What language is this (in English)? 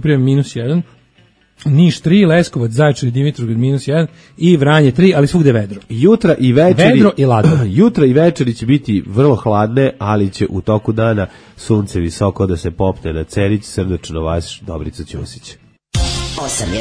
Serbian